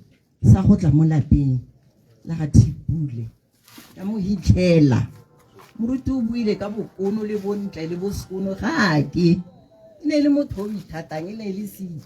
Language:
Tswana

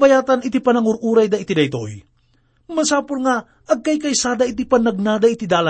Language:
Iloko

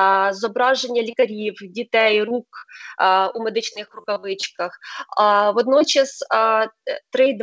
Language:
Ukrainian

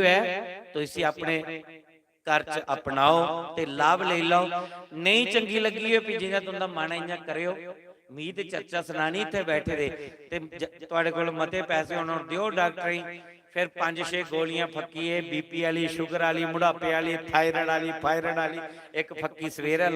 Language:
Dogri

